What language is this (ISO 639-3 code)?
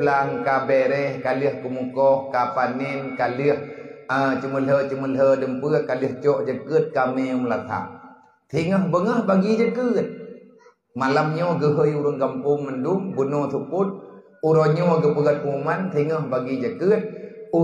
ace